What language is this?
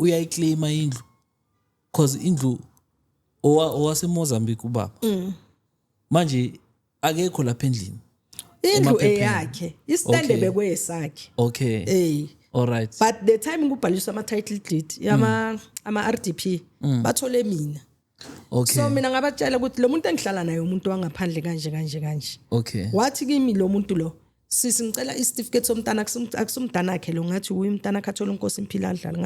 Zulu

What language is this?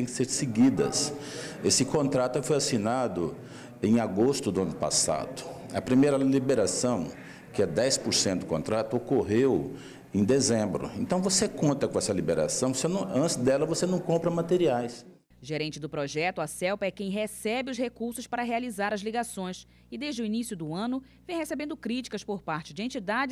Portuguese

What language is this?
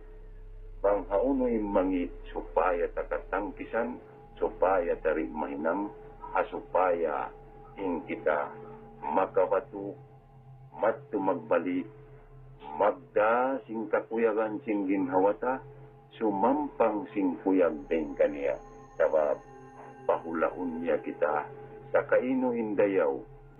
Tausug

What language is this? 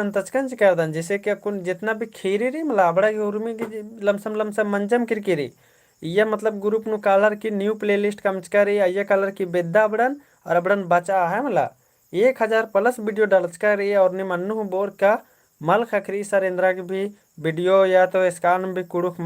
Kurukh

